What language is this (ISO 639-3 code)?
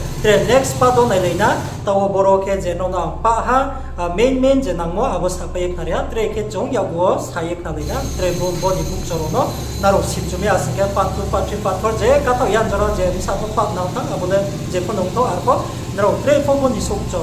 ria